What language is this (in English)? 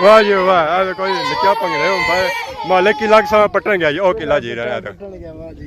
Pahari-Potwari